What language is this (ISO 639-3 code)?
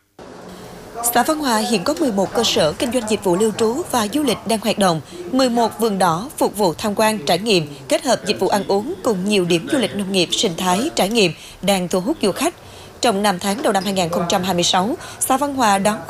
vie